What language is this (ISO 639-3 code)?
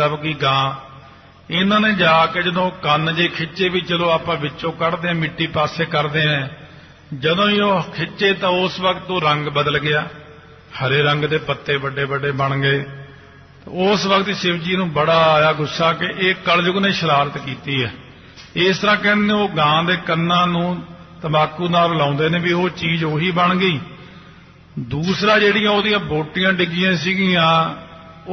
pan